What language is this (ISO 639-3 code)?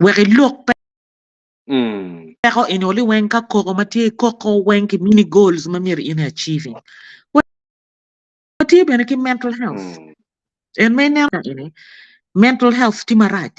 ach